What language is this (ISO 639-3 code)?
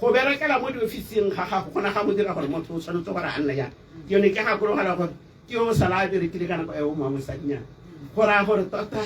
tsn